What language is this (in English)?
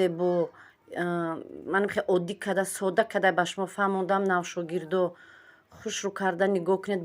Tajik